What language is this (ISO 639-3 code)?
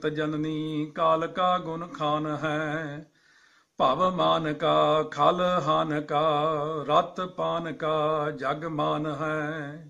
pan